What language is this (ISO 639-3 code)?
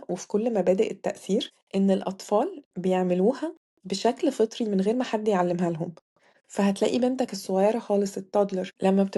arz